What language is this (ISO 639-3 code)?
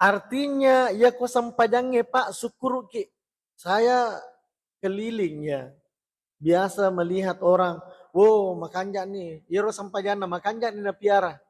bug